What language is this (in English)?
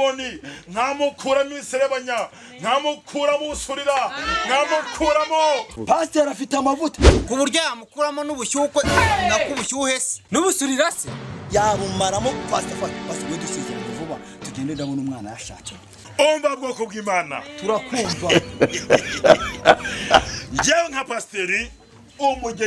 Kinyarwanda